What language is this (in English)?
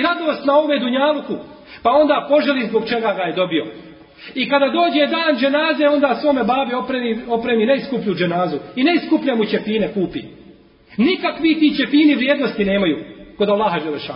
Bosnian